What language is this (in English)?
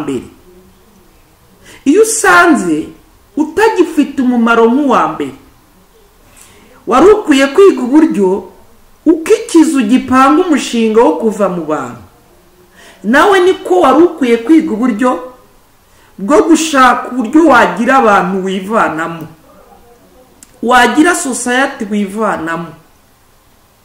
Kinyarwanda